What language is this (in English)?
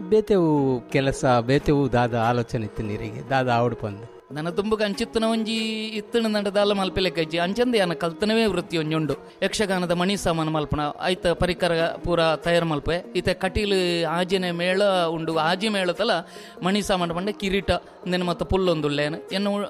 Tulu